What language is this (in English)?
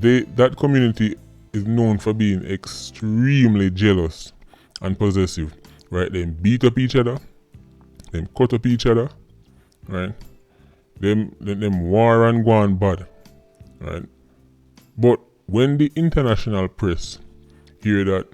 Jamaican Creole English